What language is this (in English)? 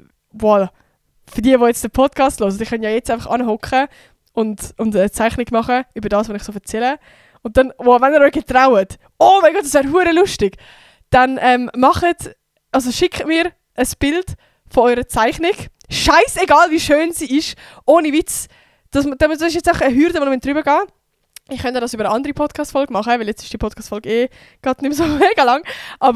Swiss German